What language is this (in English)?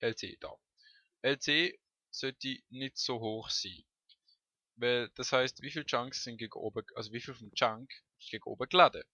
Swiss German